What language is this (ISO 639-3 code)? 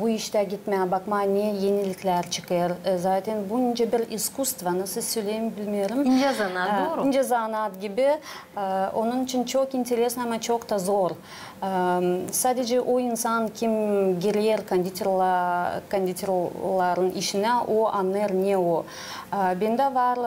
gag